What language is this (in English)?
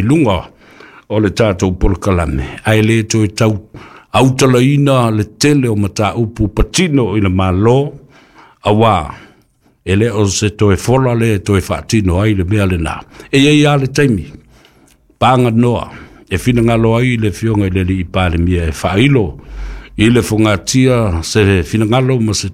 Samoan